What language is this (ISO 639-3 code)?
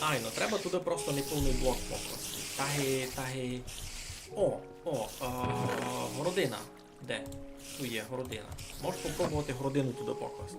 rue